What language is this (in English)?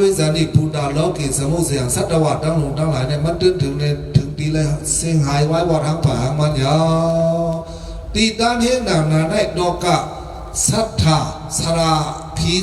Shan